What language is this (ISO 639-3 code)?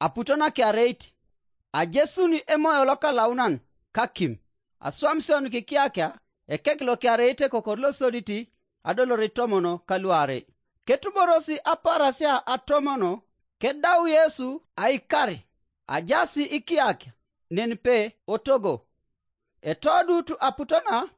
teo